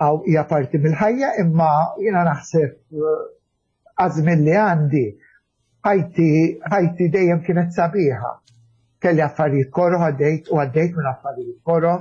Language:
Maltese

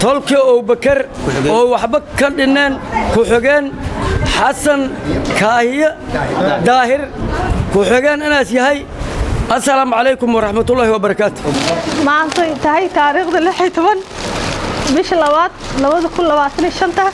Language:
Somali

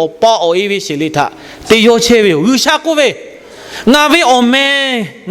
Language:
Lahu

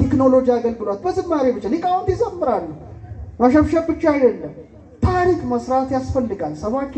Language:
Amharic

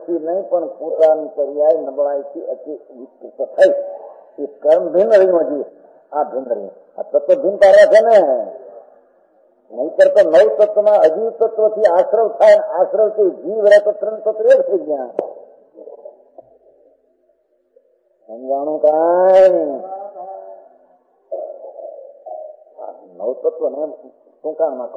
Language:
Gujarati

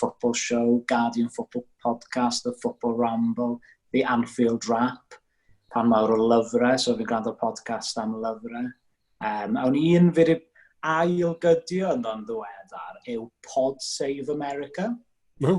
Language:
Welsh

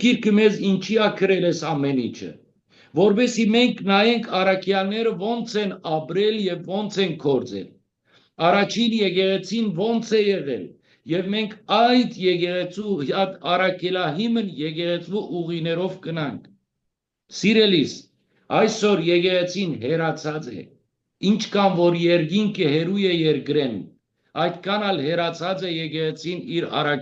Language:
Western Armenian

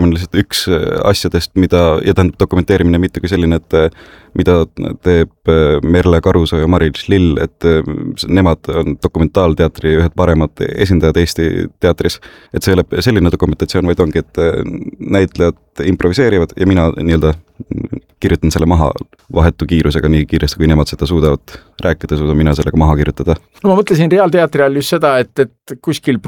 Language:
Estonian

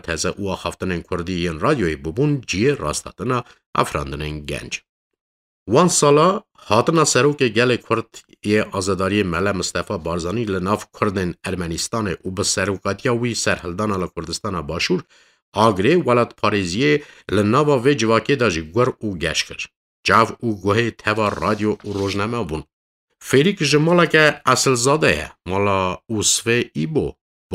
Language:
Kurdish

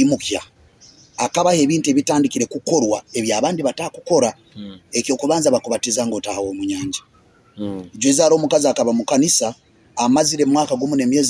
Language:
Nyoro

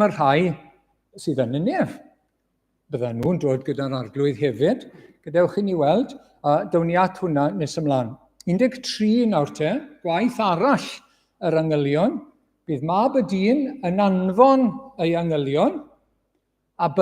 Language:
Welsh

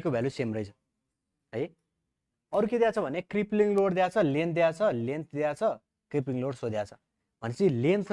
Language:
Nepali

